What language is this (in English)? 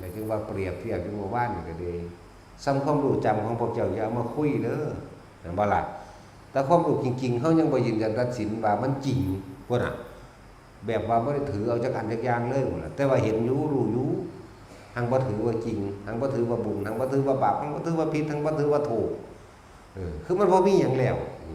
Northeastern Thai